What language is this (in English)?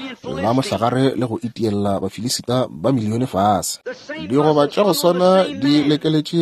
Northern Sotho